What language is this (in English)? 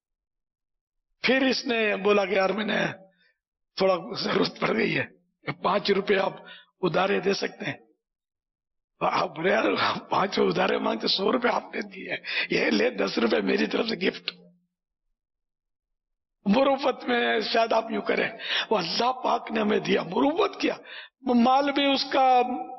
Urdu